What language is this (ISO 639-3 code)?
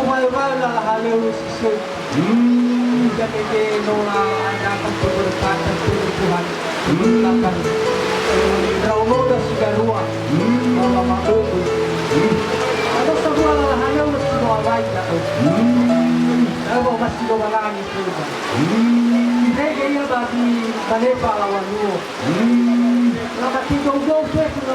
nia